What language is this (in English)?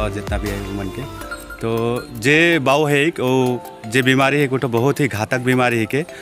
Sadri